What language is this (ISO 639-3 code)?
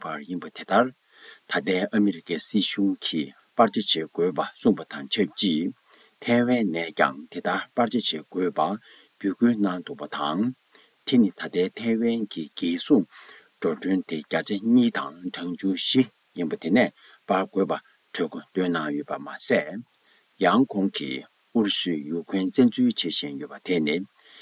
bod